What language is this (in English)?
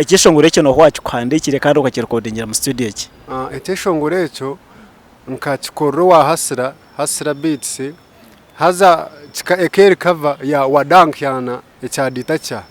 Nyankole